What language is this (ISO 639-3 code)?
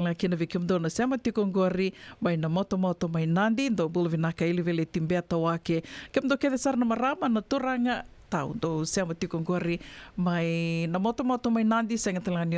fij